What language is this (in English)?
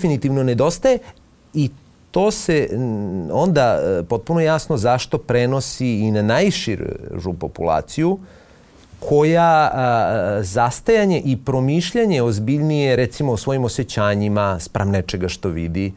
Serbian